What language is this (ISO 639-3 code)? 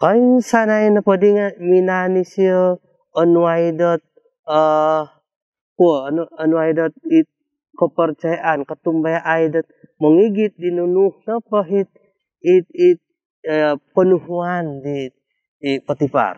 dtp